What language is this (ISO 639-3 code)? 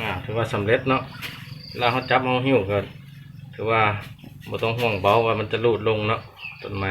lao